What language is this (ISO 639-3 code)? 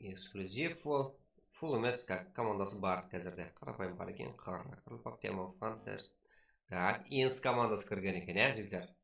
kaa